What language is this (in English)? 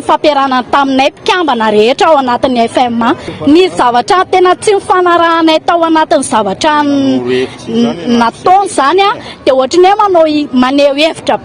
Malagasy